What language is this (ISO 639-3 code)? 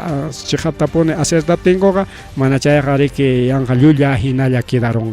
quy